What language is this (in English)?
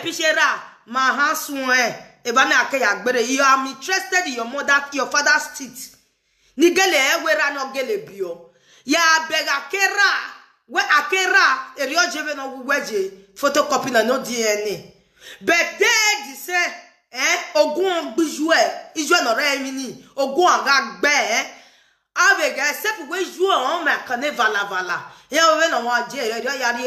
Nigerian Pidgin